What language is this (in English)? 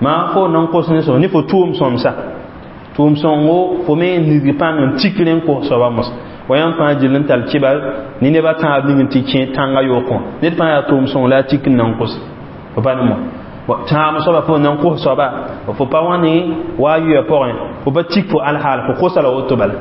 Mossi